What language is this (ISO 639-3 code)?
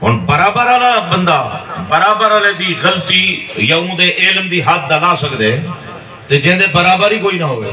skr